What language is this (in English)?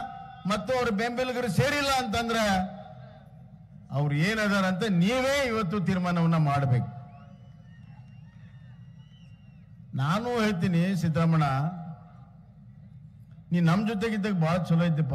Kannada